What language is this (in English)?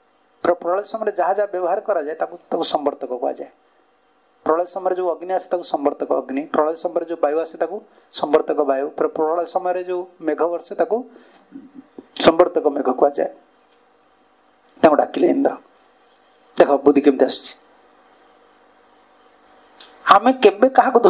Odia